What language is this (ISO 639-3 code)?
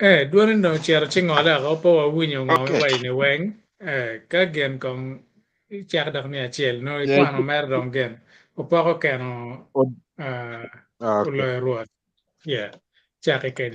ach